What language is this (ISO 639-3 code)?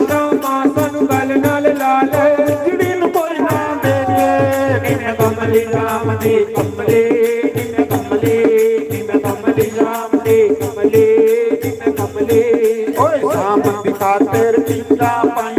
doi